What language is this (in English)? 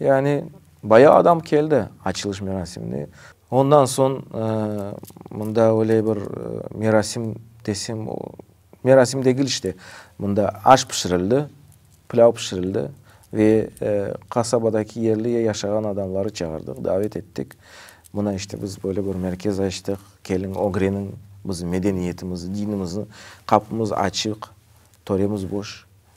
Crimean Tatar